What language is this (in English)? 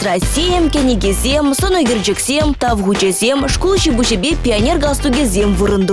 Chuvash